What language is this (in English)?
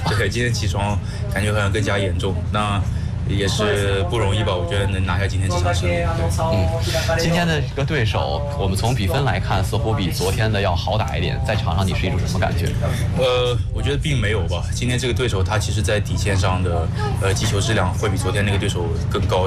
Chinese